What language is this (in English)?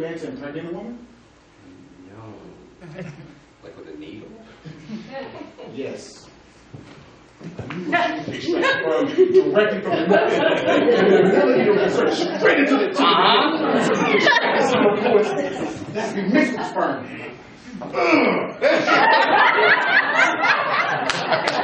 English